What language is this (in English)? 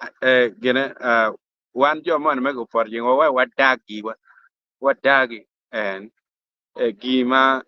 Acoli